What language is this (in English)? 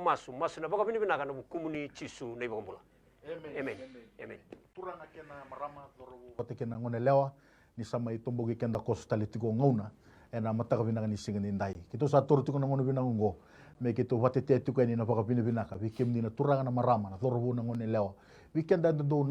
Fijian